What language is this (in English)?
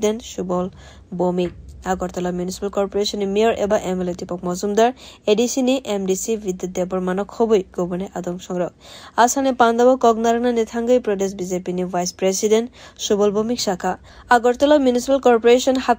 Kok Borok